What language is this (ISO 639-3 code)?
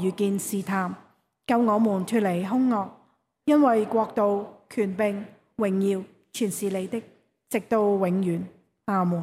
yue